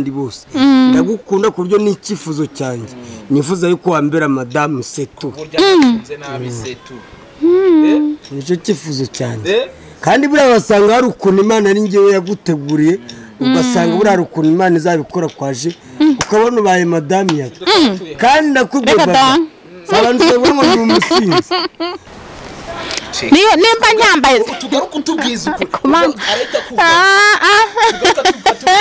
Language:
Kinyarwanda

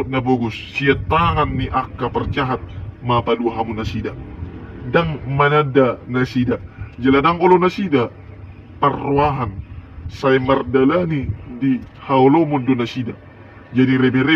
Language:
Batak Toba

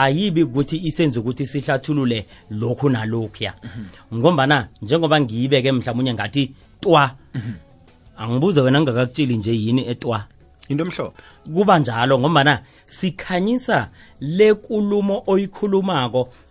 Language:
South Ndebele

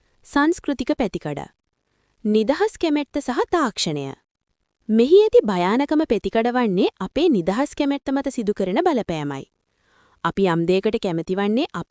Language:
Sinhala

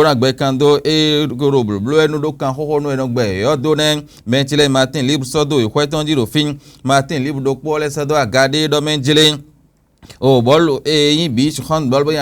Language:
Fon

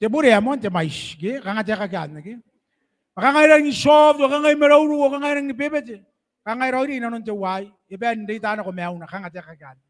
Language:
Gilbertese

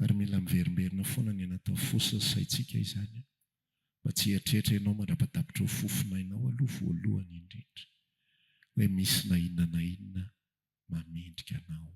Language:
Malagasy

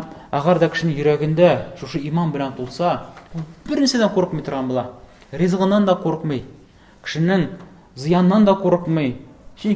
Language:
Tatar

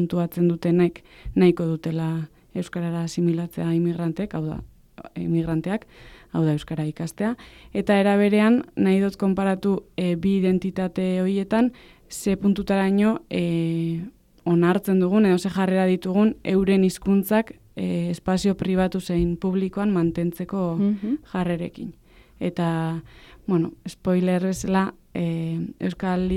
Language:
Basque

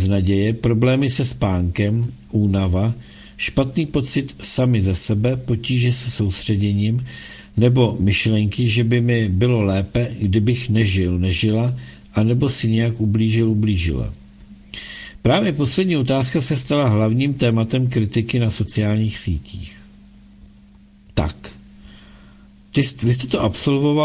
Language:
Czech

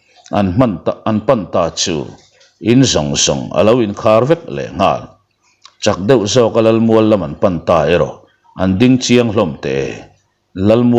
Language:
Mizo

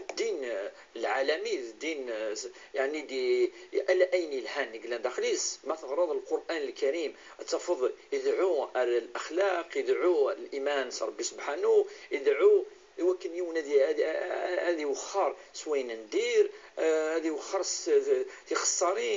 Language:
Kabyle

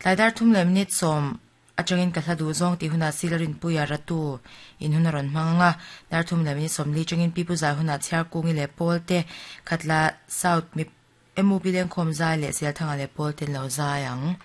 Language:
Mizo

